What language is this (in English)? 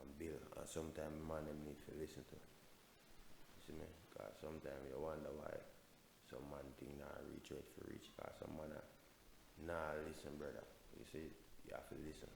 Jamaican Creole English